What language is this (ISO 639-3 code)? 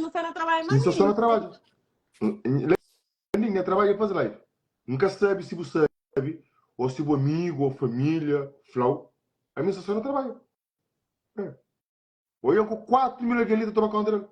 kea